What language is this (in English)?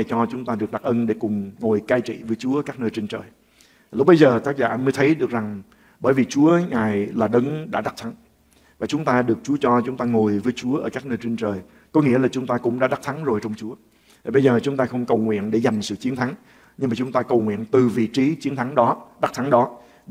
Vietnamese